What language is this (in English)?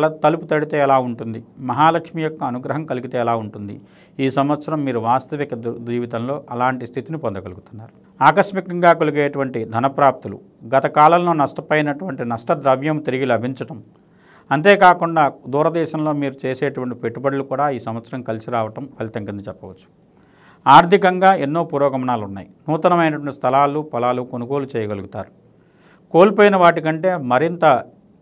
Telugu